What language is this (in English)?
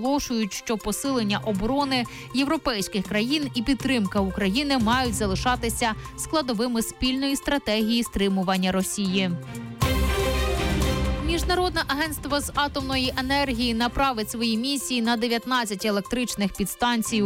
Ukrainian